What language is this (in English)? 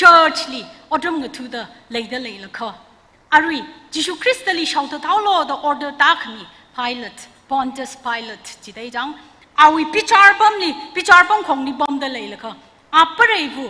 Tangkhul Naga (India)